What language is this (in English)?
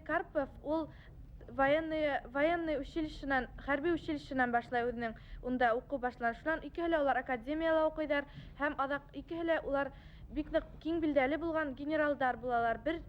Bashkir